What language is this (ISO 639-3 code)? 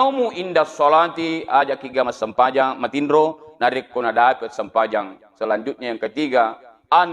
bug